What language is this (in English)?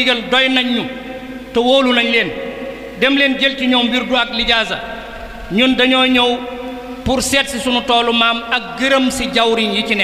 Wolof